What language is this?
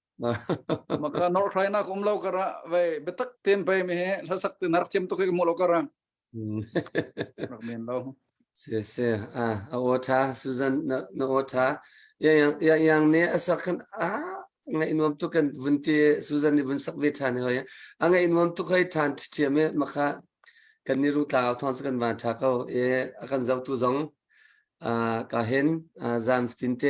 Hakha Chin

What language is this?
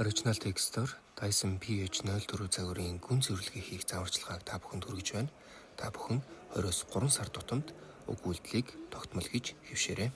Mongolian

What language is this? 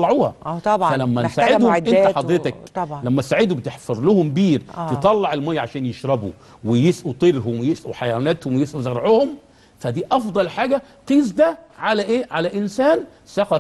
Egyptian Arabic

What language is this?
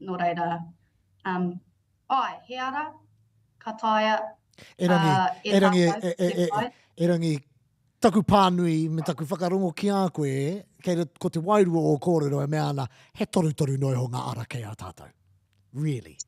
Māori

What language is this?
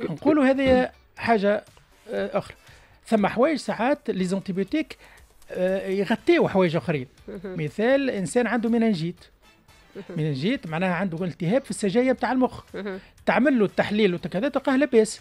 Tunisian Arabic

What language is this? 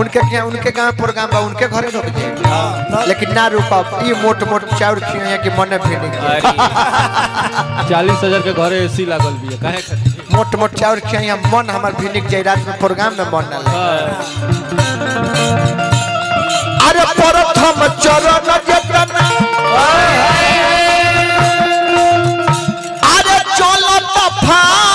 Bhojpuri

